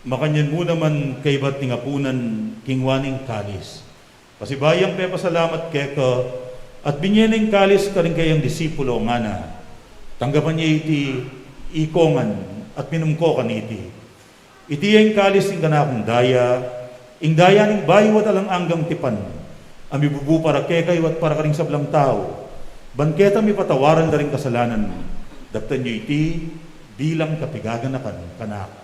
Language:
Pampanga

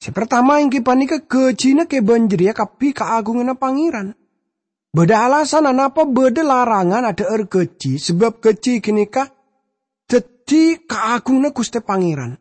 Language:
Madurese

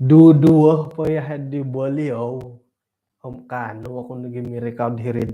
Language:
Central Dusun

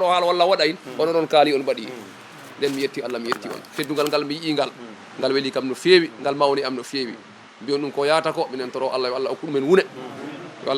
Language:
Fula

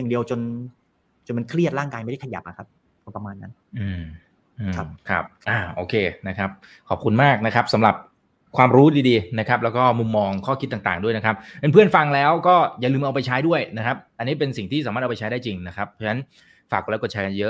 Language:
Thai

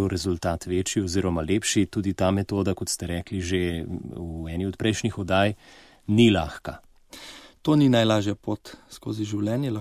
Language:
Slovenian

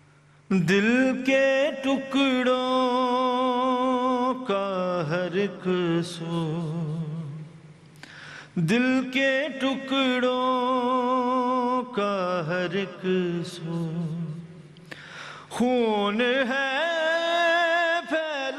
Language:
Urdu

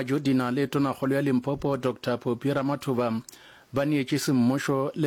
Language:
Northern Sotho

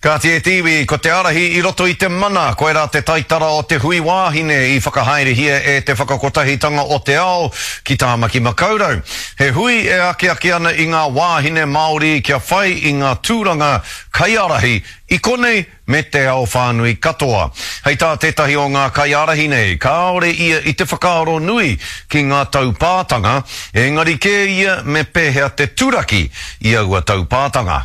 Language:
Māori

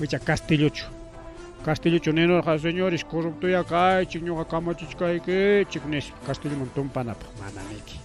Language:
Ayacucho Quechua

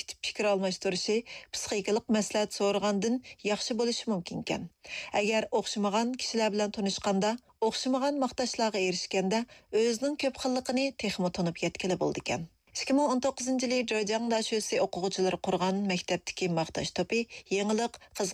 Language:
Uyghur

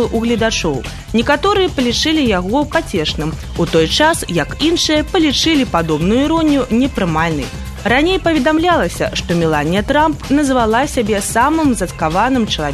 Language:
Belarusian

